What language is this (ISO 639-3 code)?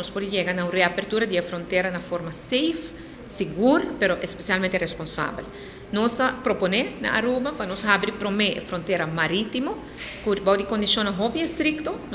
pap